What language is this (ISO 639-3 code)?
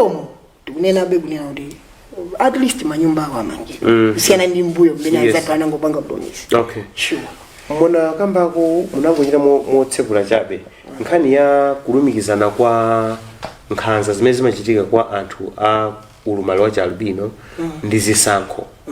nya